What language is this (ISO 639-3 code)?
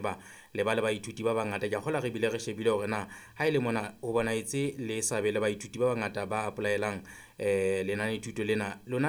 sot